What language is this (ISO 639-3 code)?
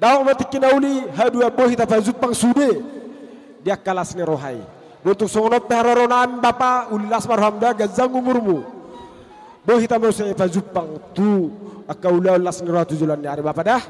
bbc